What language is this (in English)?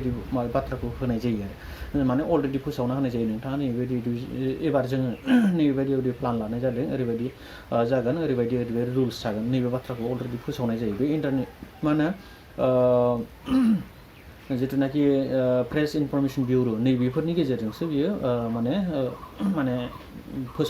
Bodo